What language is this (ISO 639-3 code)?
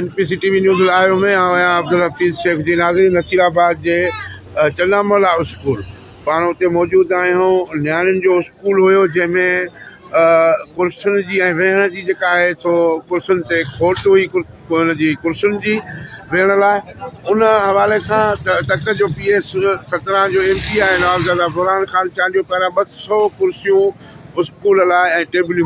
snd